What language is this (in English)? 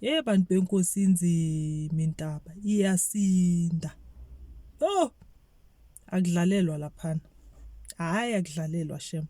Zulu